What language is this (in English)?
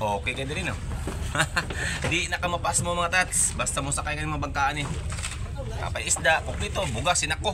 Cebuano